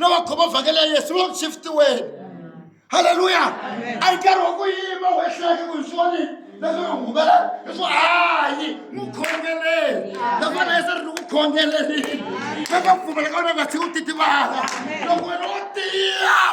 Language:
Tsonga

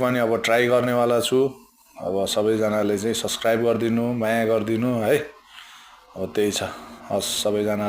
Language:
Nepali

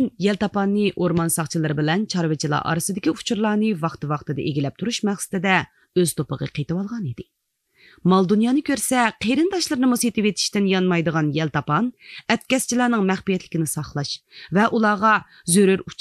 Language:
Uyghur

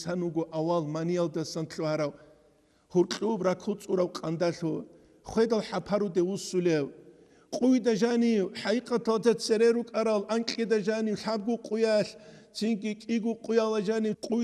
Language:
Avaric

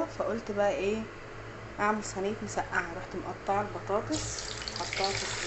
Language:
Egyptian Arabic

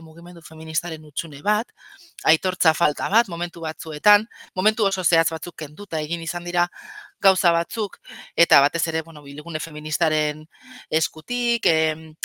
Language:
Basque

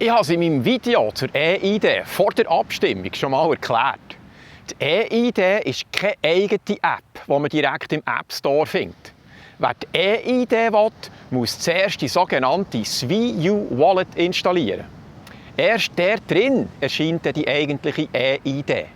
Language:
Swiss German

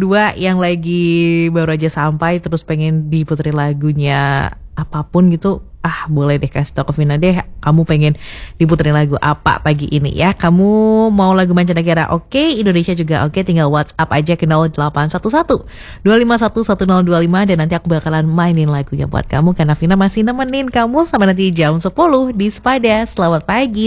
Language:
Indonesian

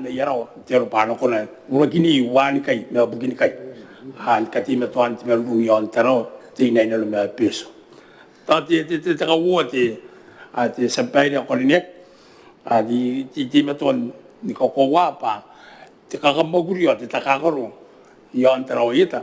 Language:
Gilbertese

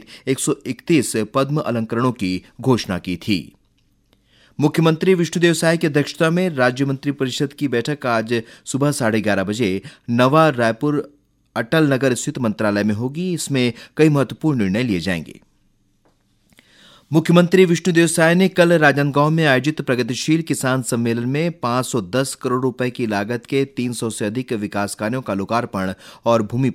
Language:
Hindi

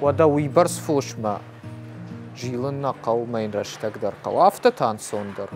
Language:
Ossetic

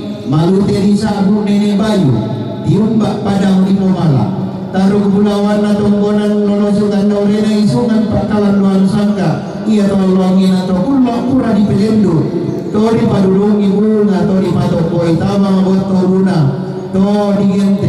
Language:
Toraja-Sa'dan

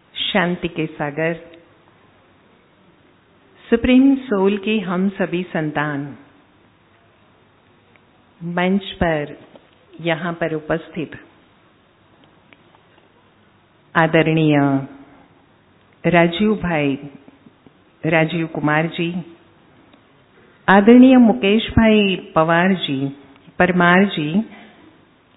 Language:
Hindi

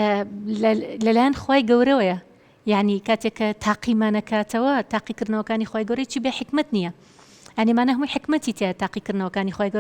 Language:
Central Kurdish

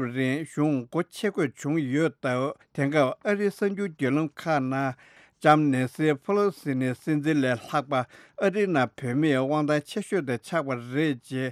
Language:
Tibetan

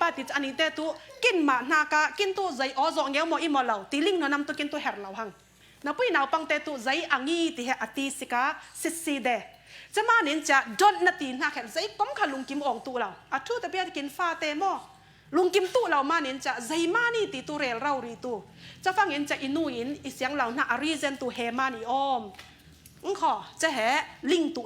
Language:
Falam Chin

